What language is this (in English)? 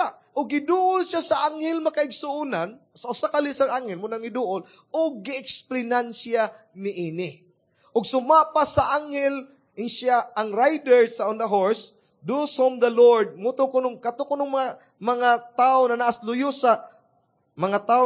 Cebuano